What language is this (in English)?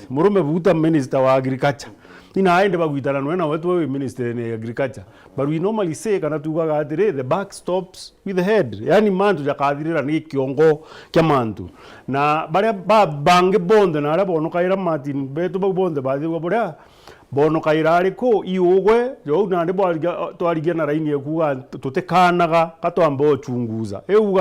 Meru